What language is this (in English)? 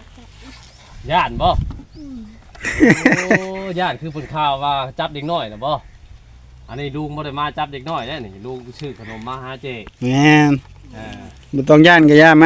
Northeastern Thai